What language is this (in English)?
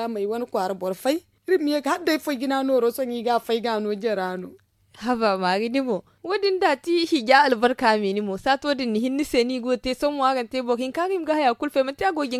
Zarma